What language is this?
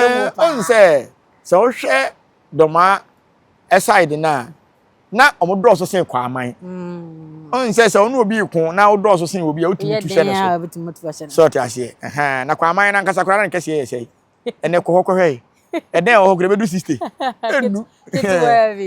Akan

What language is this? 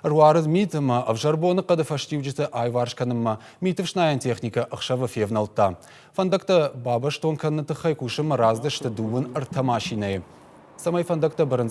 Ossetic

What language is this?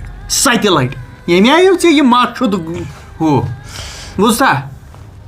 Kashmiri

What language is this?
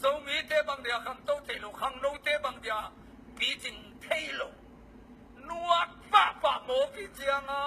Tedim Chin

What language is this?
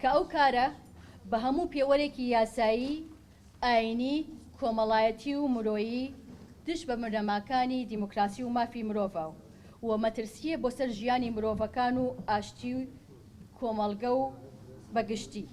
Central Kurdish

